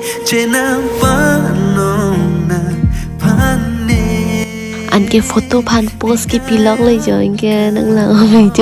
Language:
Karbi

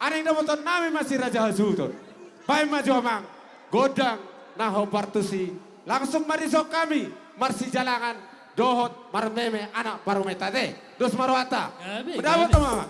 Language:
Batak Toba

